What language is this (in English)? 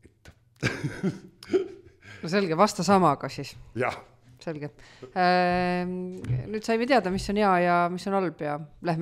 Estonian